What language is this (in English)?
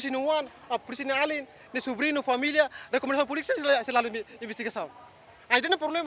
Tetum